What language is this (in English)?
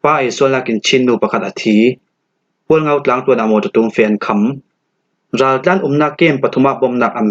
Falam Chin